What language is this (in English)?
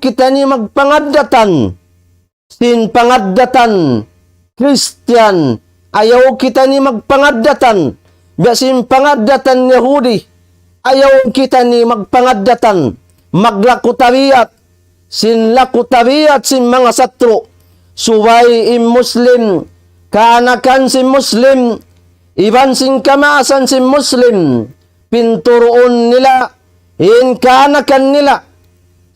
Tausug